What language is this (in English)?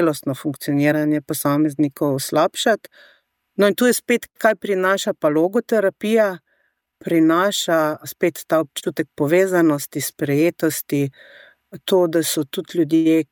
Slovenian